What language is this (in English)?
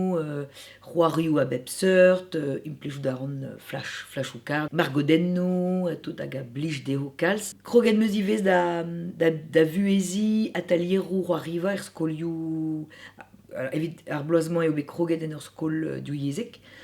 Breton